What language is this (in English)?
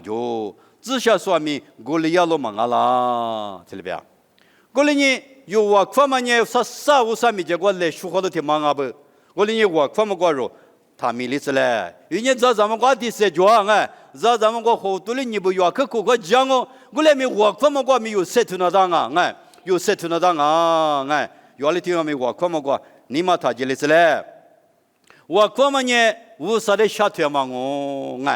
Lisu